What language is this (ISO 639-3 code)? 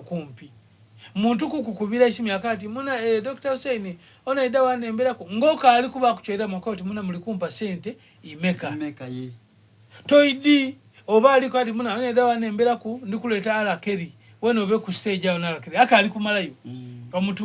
xog